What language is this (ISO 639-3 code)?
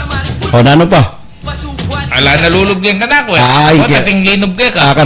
pam